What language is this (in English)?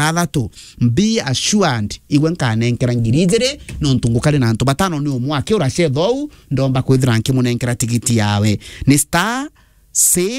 Meru